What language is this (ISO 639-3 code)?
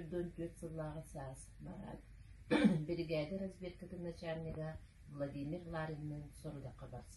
sah